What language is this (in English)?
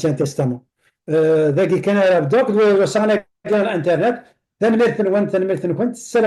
Kabyle